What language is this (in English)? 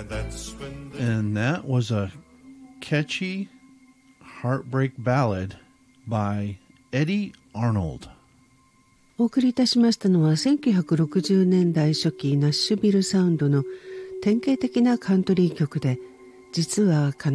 Japanese